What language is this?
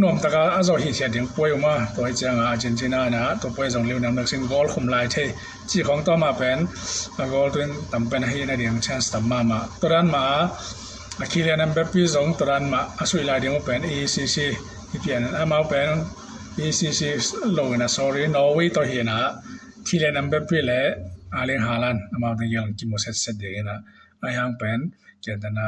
Tedim Chin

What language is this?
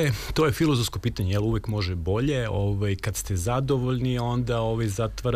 Serbian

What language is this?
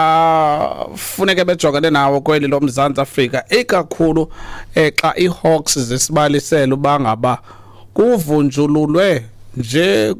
Xhosa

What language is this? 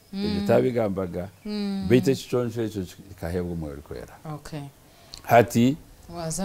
Nyankole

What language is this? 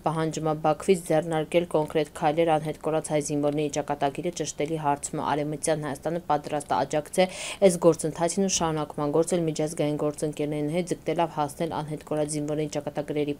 Armenian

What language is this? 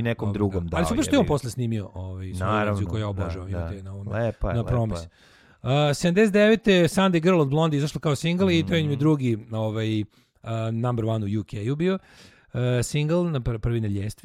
Serbian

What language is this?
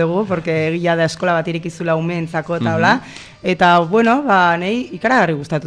Basque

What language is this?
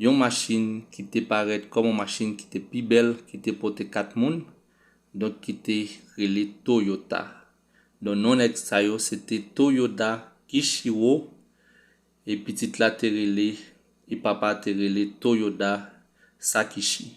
Haitian Creole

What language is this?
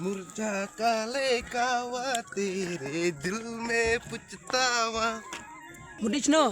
Khasi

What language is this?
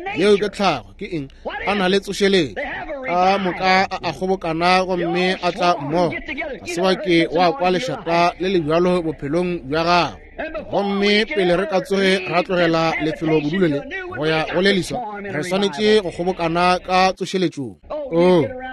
Northern Sotho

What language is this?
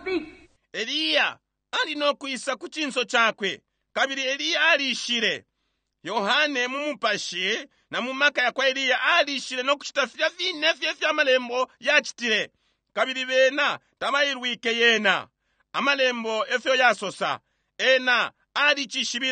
Bemba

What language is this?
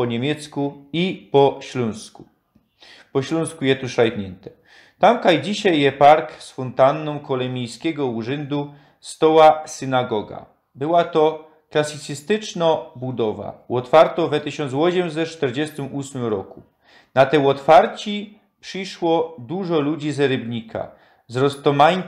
Silesian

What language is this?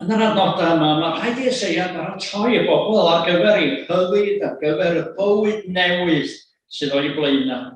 Welsh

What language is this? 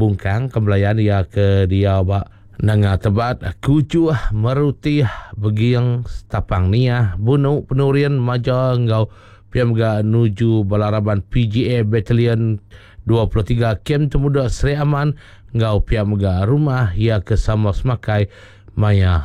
Iban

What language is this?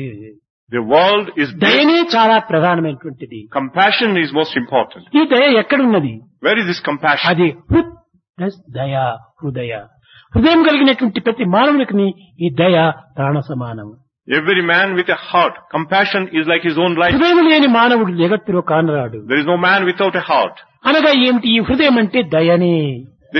Telugu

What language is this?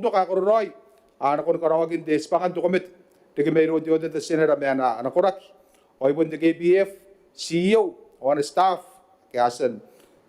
Gilbertese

